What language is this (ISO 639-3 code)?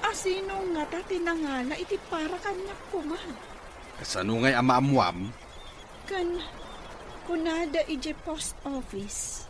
ilo